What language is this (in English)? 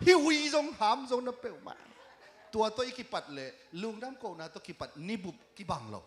Tedim Chin